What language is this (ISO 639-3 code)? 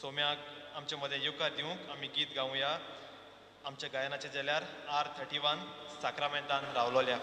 kok